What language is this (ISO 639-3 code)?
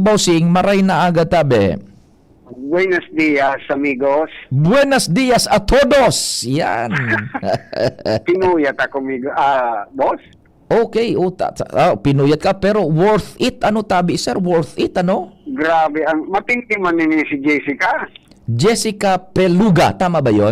bik